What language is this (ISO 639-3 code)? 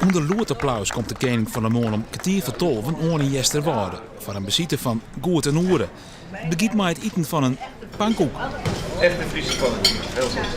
fry